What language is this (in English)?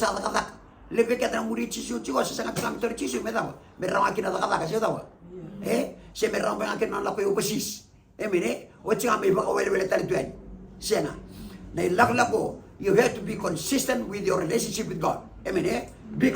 Fijian